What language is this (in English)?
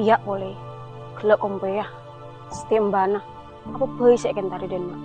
Madurese